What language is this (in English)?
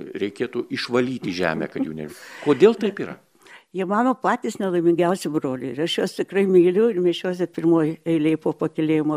Lithuanian